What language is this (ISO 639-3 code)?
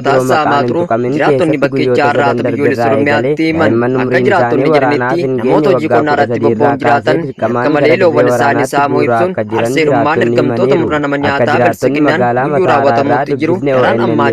orm